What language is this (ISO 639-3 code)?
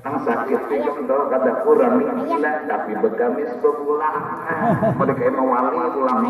bjn